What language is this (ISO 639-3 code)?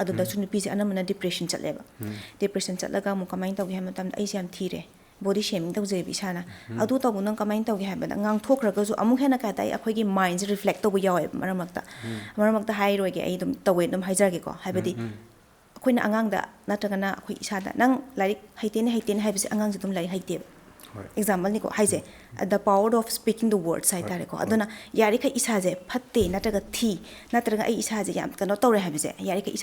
mni